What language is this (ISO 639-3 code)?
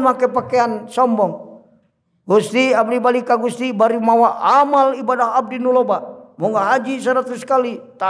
sun